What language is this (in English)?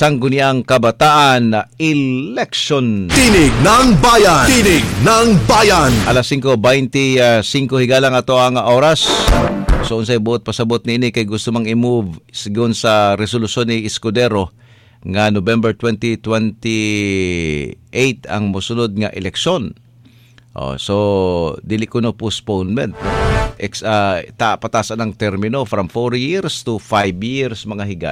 Cebuano